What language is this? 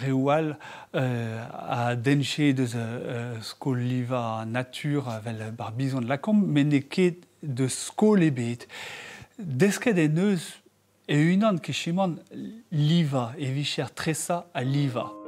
Breton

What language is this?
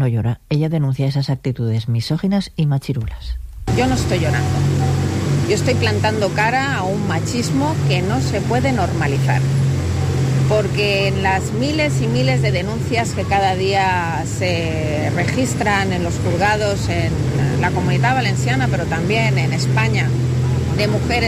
Spanish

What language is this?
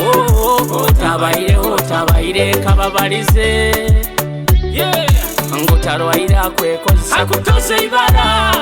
Nyoro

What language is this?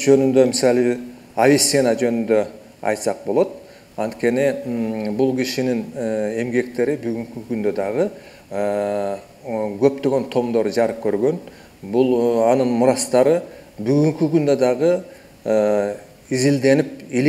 Kyrgyz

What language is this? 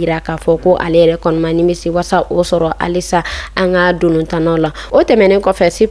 Bambara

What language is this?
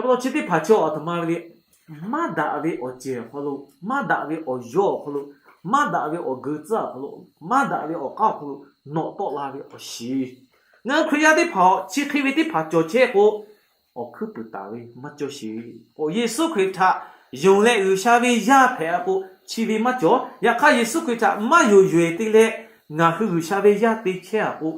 Lahu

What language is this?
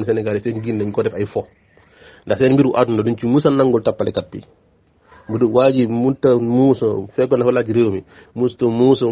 Wolof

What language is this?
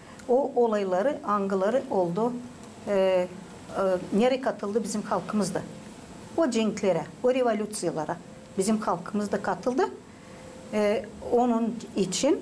Gagauz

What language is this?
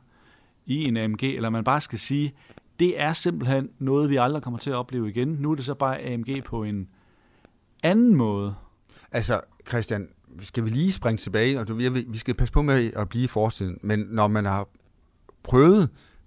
Danish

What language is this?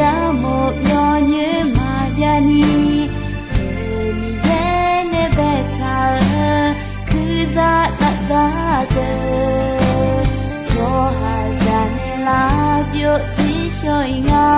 Akha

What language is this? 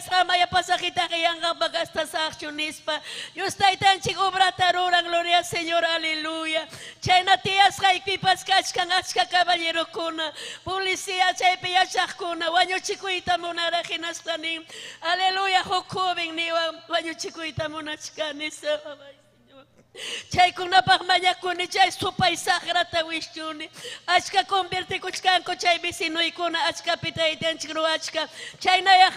Ayacucho Quechua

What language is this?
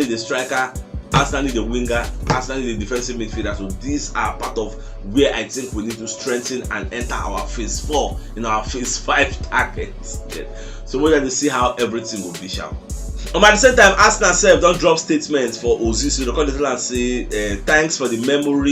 Nigerian Pidgin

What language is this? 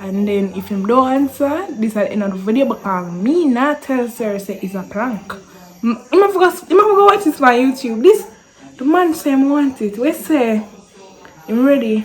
Jamaican Creole English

